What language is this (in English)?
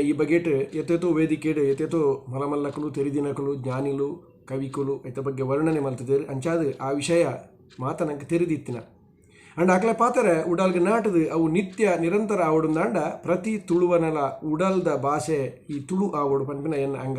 Tulu